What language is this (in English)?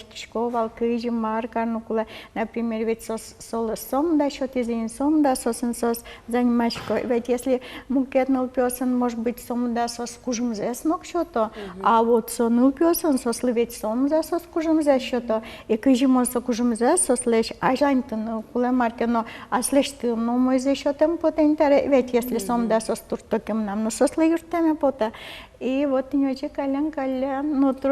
Udmurt